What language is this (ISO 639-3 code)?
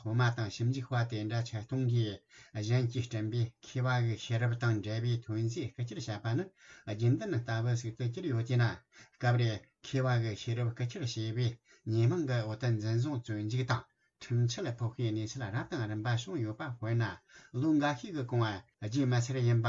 bod